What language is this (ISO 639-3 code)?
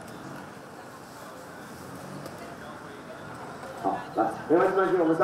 zho